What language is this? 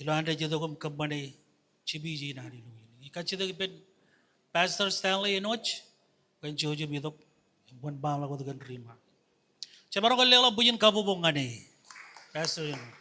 Marshallese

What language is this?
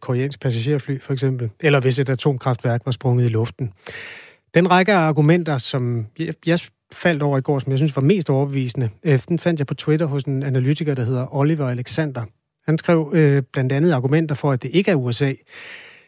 Danish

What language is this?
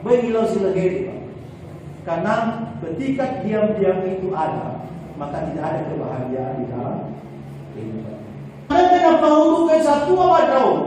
Nias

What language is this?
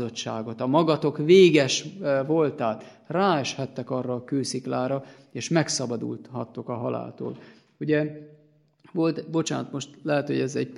Hungarian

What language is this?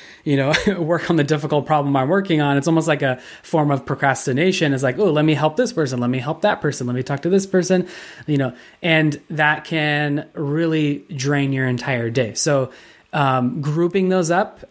English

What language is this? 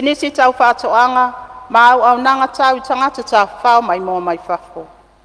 Samoan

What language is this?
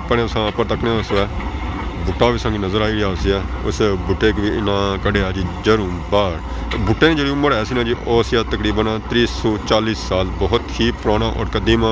Pahari-Potwari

